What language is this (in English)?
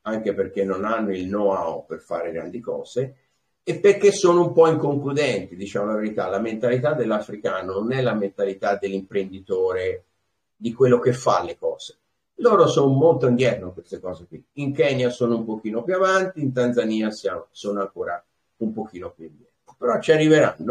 Italian